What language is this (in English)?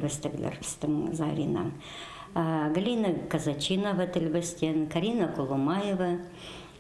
Khakas